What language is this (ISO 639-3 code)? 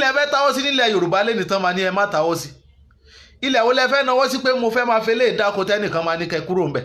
yor